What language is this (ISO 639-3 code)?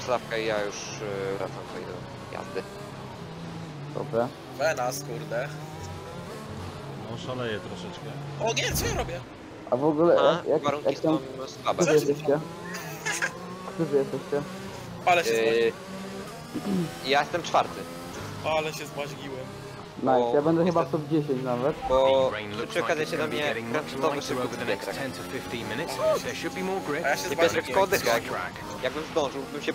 pol